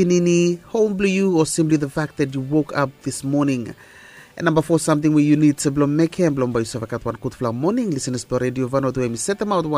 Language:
Bislama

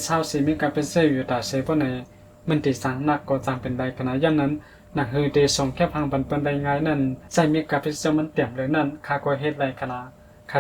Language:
Shan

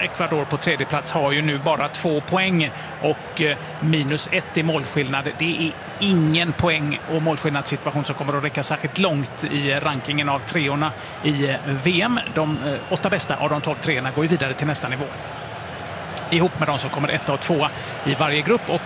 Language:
Swedish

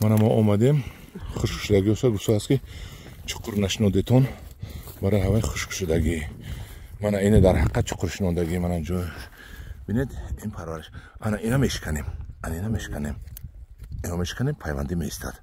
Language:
Tajik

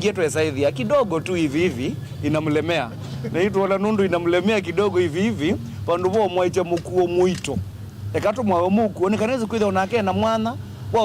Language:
Kamba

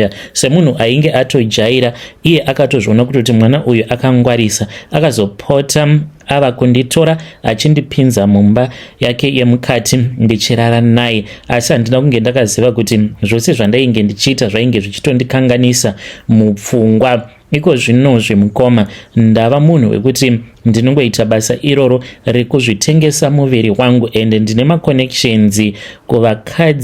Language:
Shona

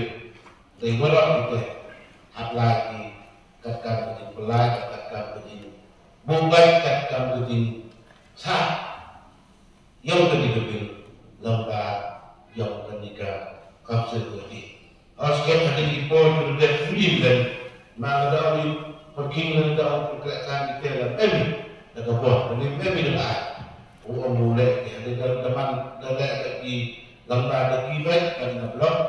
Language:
Malay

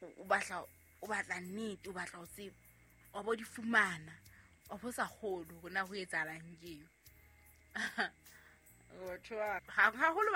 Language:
Southern Sotho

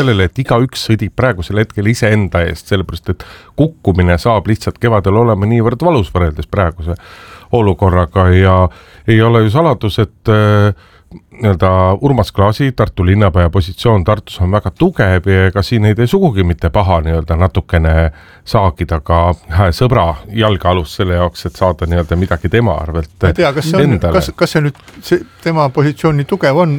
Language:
Estonian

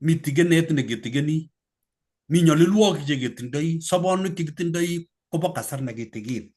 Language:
Kalenjin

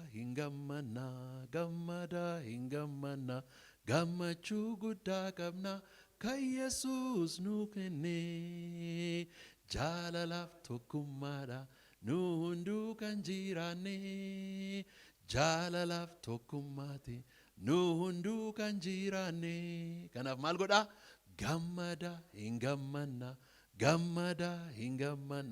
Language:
Oromo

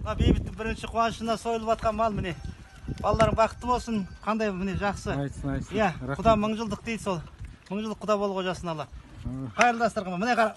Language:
Kazakh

